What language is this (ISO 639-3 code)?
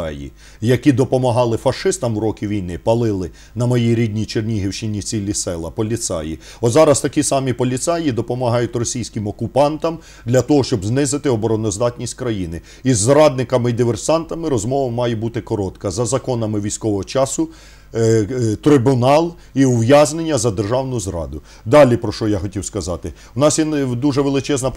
ukr